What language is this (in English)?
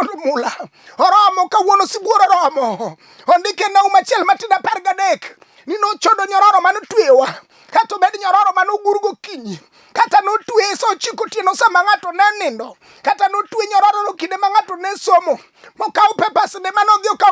Luo (Kenya and Tanzania)